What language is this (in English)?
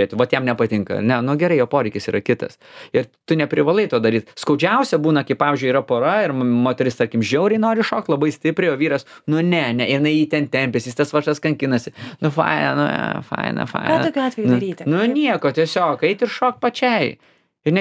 Lithuanian